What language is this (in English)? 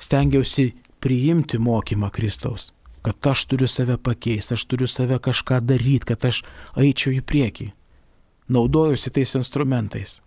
Lithuanian